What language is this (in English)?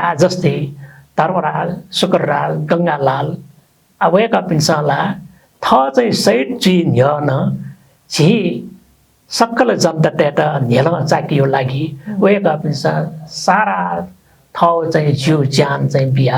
Newari